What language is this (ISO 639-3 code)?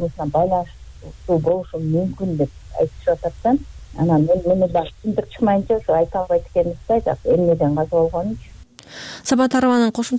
kir